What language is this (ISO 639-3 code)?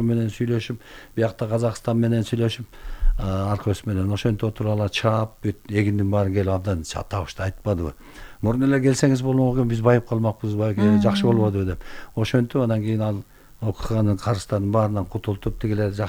kir